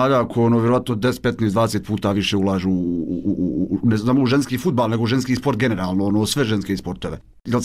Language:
Bosnian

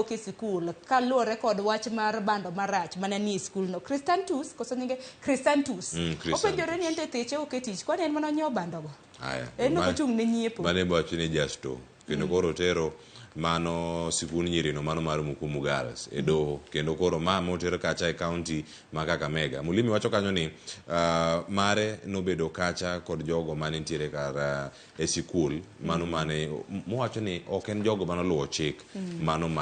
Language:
Luo (Kenya and Tanzania)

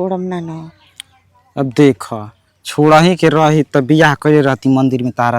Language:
Bhojpuri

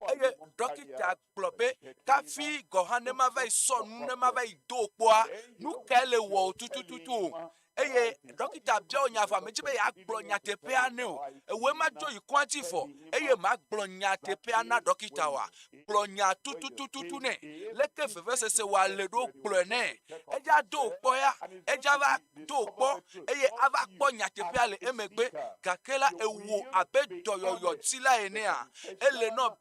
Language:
Ewe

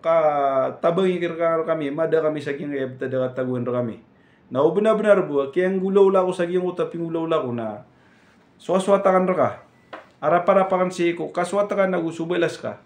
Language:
Maranao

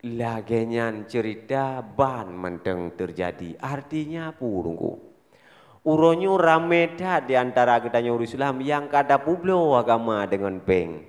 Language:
Achinese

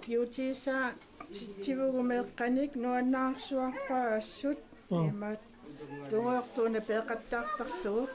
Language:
Kalaallisut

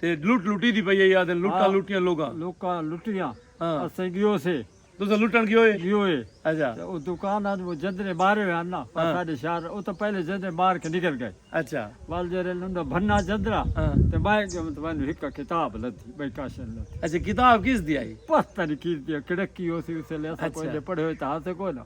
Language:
Saraiki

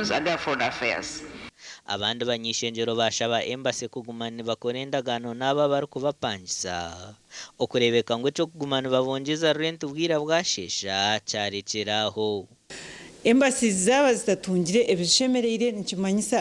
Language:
Nyankole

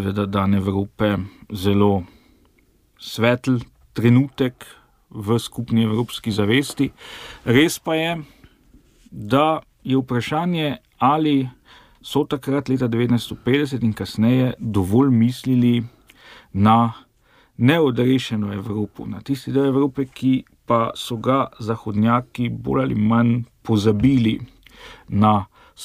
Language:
Slovenian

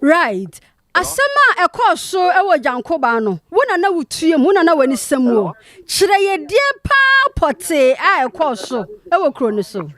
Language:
Akan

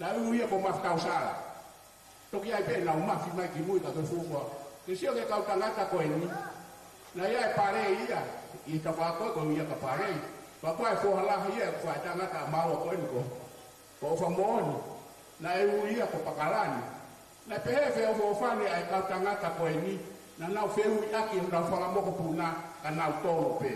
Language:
Tongan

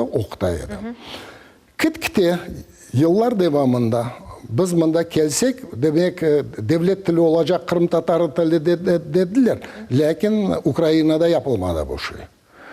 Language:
Crimean Tatar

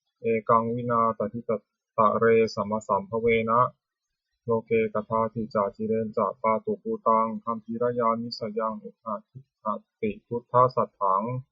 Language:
Pali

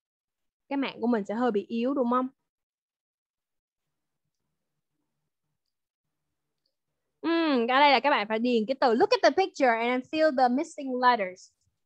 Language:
Vietnamese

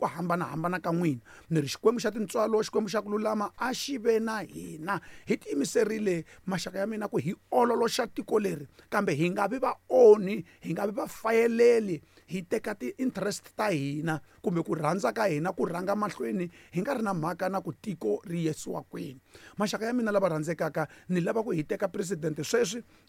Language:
Tsonga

